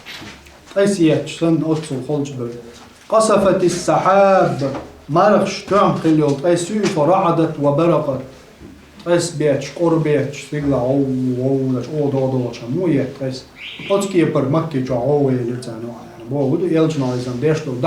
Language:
Chechen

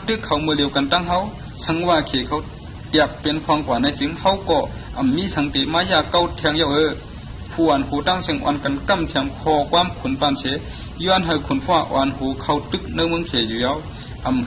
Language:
Shan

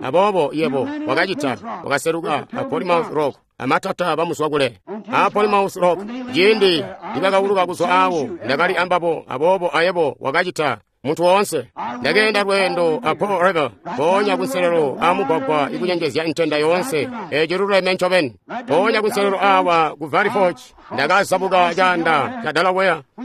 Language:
Tonga (Zambia)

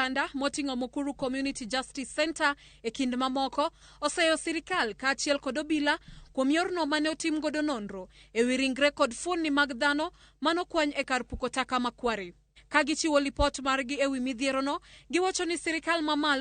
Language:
Luo (Kenya and Tanzania)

